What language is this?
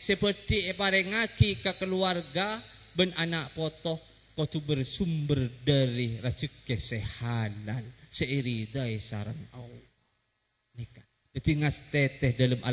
Madurese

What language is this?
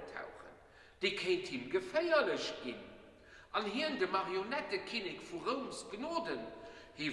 Luxembourgish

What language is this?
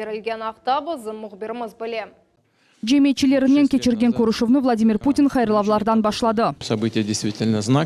Crimean Tatar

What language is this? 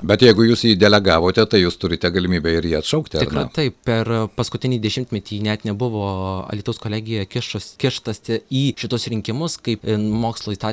Lithuanian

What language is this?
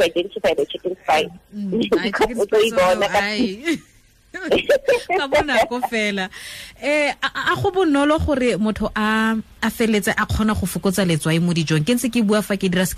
Tswana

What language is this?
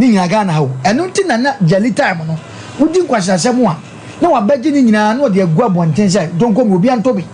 Akan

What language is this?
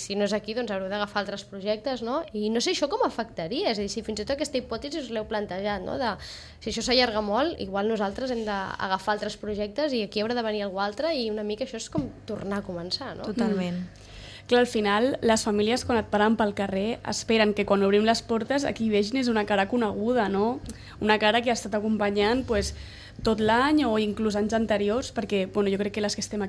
Catalan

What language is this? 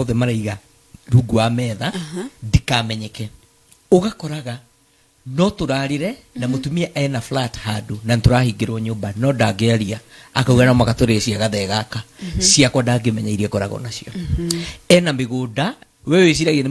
Kikuyu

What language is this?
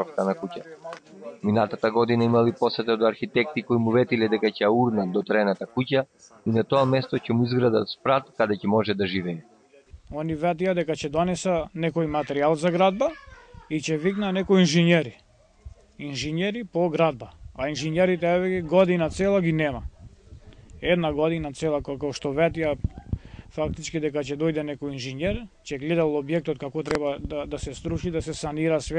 Macedonian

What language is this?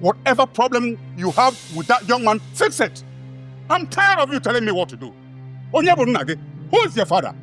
Nigerian Pidgin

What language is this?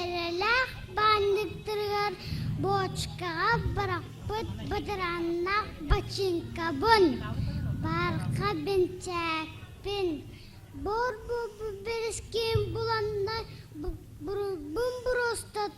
Yakut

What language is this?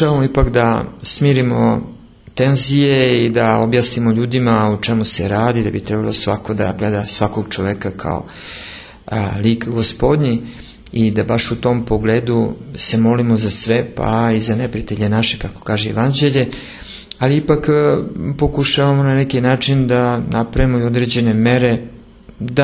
Serbian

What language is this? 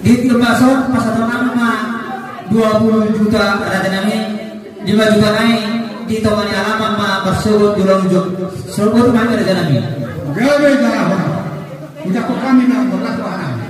Batak Toba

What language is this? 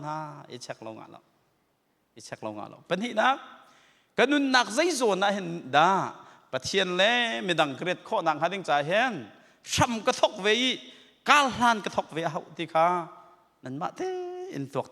Hakha Chin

